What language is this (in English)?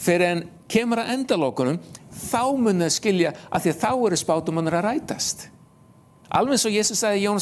Icelandic